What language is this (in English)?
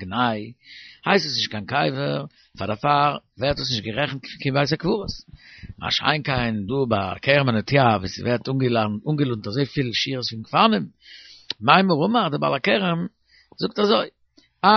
Yiddish